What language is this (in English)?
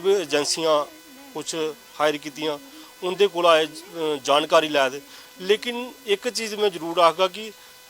Dogri